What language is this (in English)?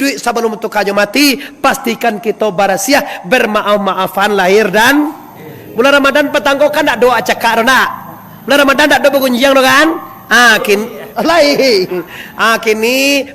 Minangkabau